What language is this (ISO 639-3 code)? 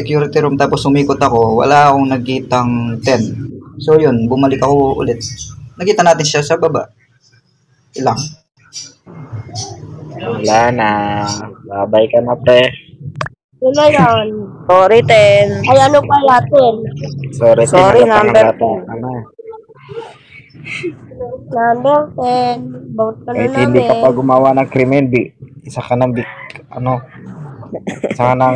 fil